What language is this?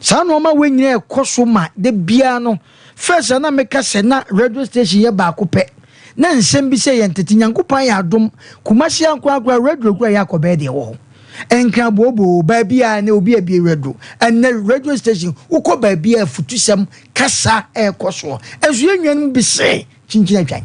Akan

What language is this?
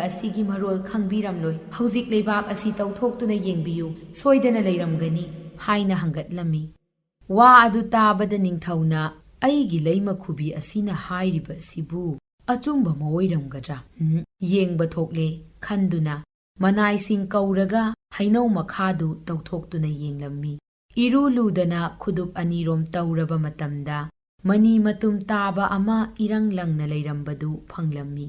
Manipuri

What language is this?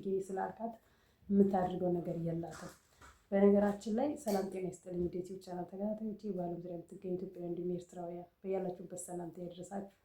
Amharic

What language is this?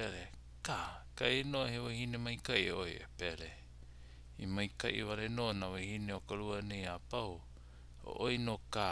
Hawaiian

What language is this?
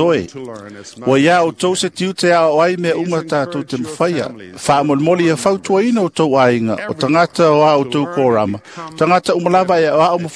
Samoan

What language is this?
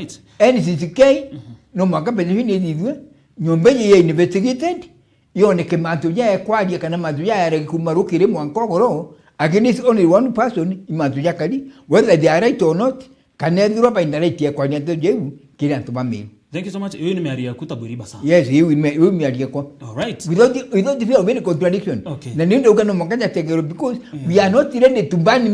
Meru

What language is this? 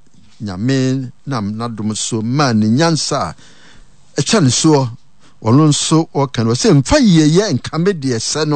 Akan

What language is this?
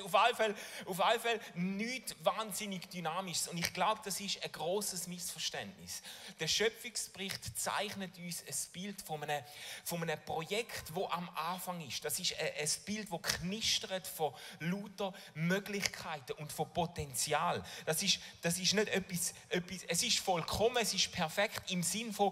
Swiss German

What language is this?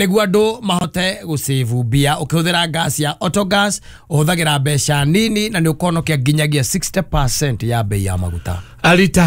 Kikuyu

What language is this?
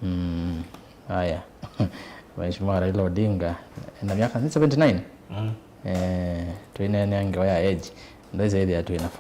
Kamba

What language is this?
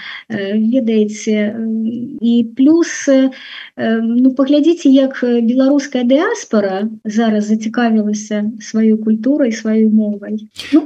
Belarusian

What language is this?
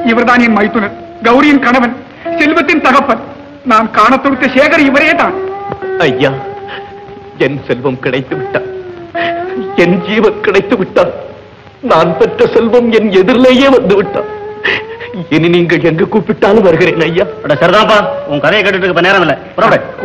Tamil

